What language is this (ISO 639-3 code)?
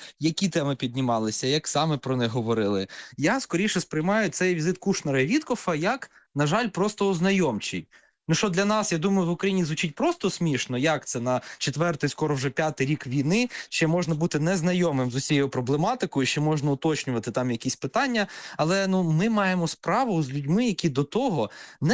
ukr